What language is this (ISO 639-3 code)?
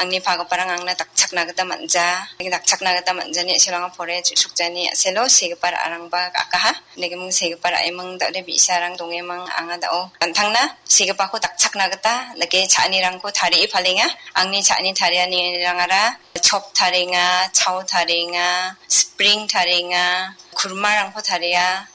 grt